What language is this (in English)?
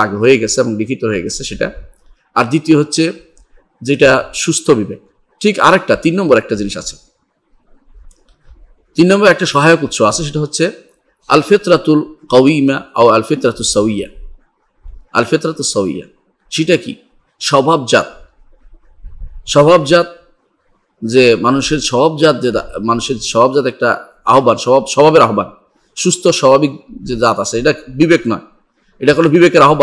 Bangla